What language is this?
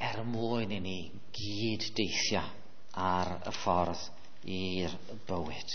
Welsh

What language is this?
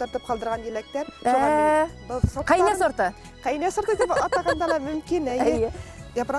Bashkir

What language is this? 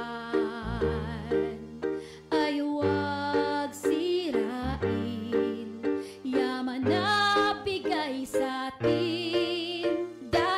Filipino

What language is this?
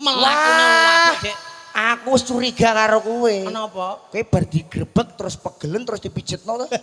Javanese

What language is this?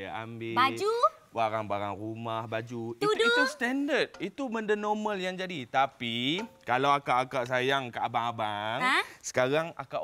Malay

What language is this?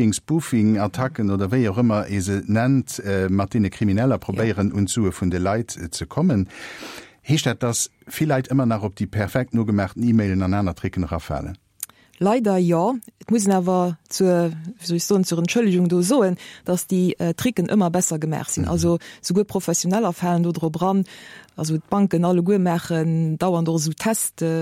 Luxembourgish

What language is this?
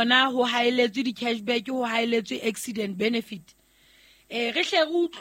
Southern Sotho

